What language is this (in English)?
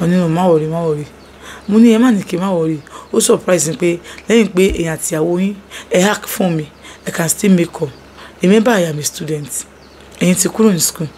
Yoruba